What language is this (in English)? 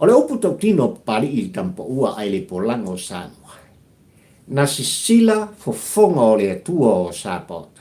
Samoan